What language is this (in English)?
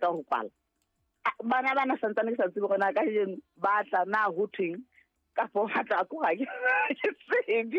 Southern Sotho